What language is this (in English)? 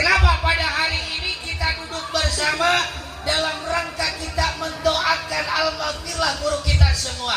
Sundanese